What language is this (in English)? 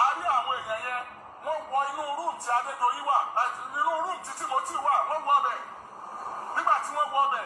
Yoruba